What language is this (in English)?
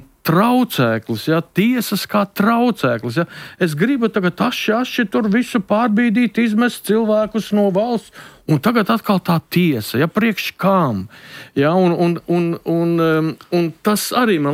Latvian